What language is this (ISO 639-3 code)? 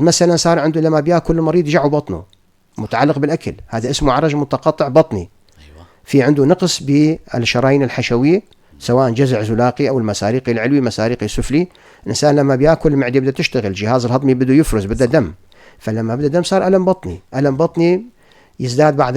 apc